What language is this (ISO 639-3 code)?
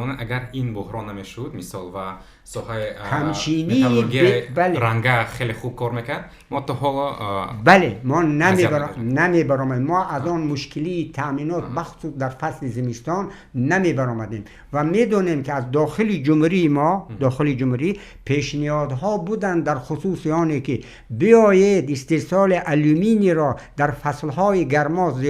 tgk